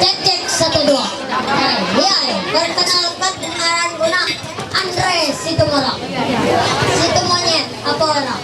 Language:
Ma'anyan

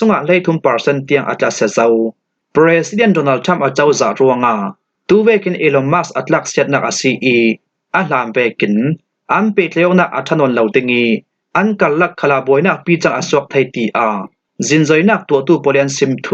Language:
Falam Chin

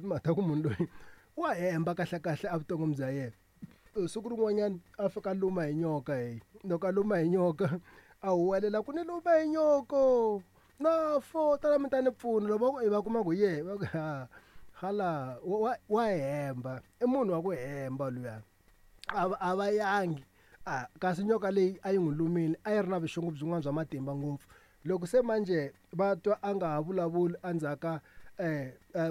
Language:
Tsonga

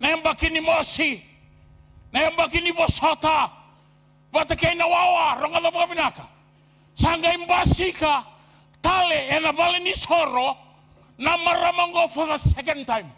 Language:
Fijian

